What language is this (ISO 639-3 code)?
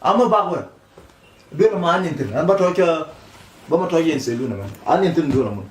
nus